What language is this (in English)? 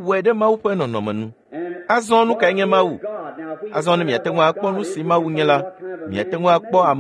Ewe